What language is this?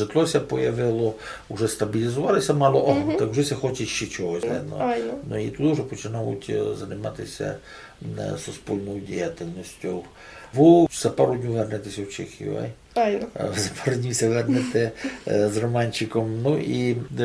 Rusyn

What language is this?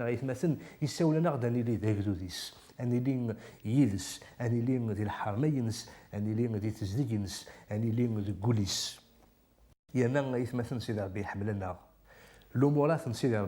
Kabyle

